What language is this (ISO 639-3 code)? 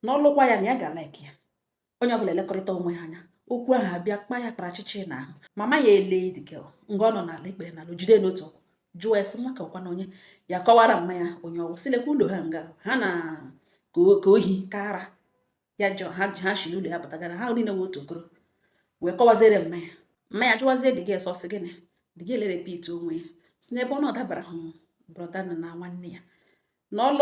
ibo